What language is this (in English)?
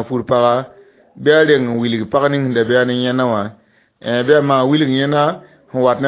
Mossi